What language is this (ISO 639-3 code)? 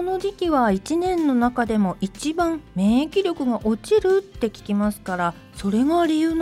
jpn